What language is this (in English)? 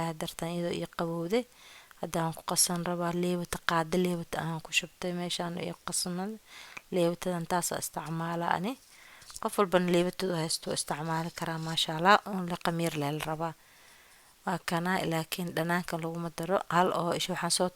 Somali